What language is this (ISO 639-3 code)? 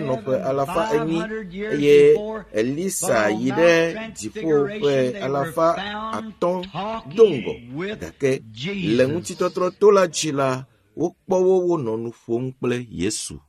ewe